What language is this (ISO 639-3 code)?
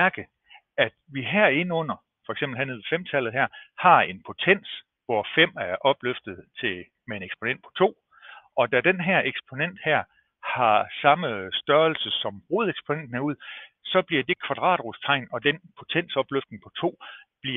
dan